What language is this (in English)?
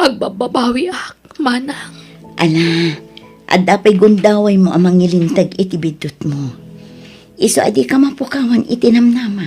Iloko